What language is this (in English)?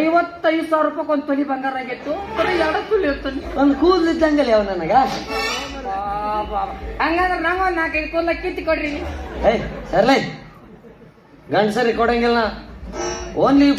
Kannada